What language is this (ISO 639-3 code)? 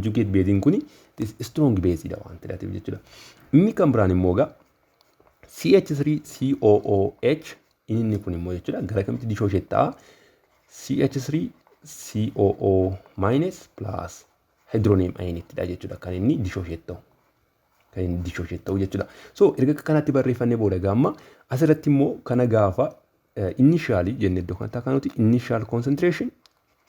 orm